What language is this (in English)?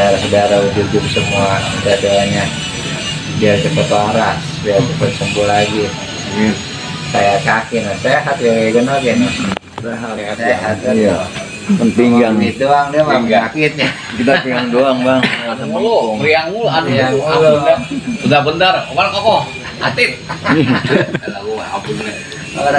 Betawi